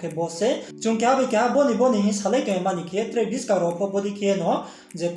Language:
Riang (India)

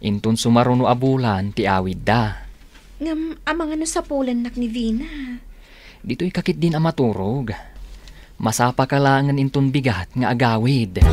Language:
Iloko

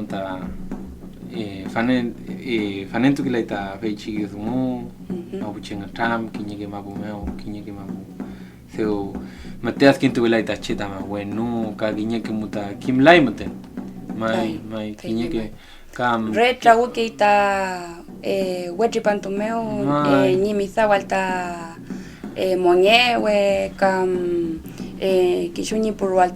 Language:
Mapuche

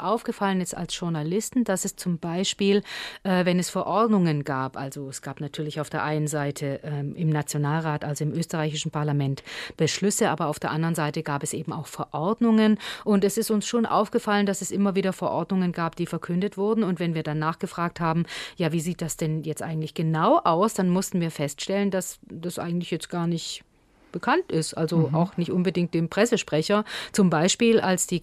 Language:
German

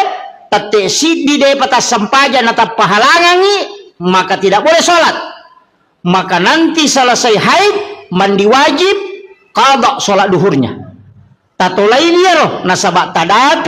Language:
Buginese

